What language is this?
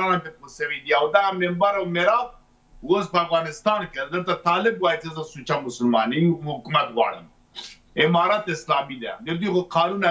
Pashto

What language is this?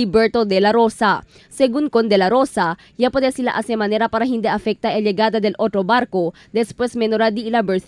Chavacano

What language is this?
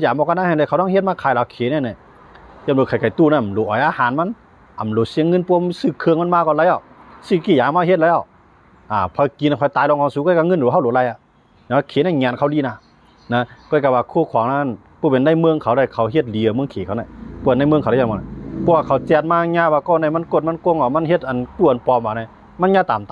Shan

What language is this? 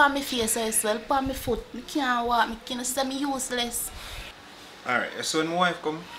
Jamaican Creole English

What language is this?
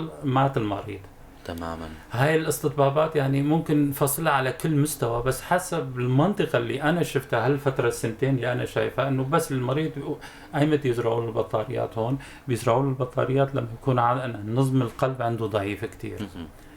North Levantine Arabic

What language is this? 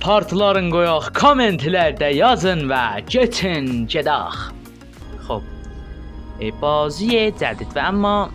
South Azerbaijani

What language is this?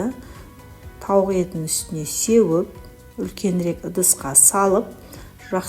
Kazakh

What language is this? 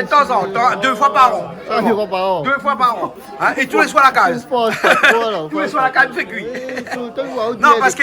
Réunion Creole French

